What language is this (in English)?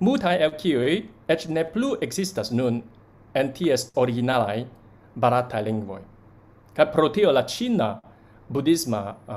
Esperanto